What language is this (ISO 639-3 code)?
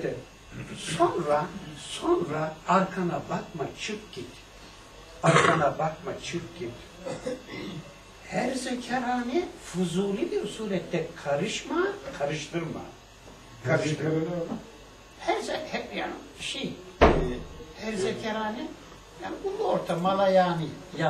tur